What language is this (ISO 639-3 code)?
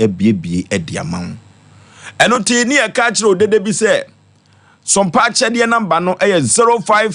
aka